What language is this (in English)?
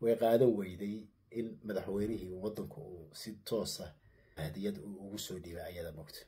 Somali